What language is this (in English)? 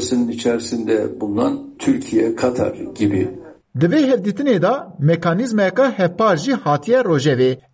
Kurdish